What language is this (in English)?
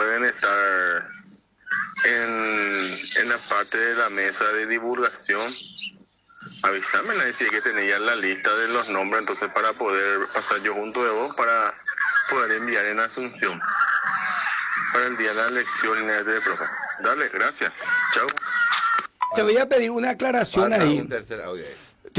Spanish